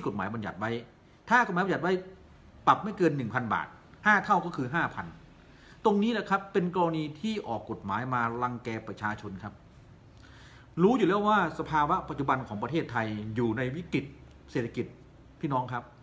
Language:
Thai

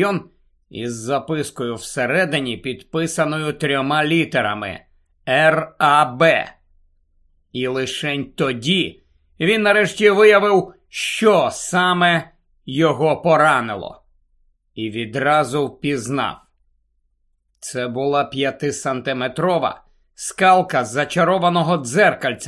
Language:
Ukrainian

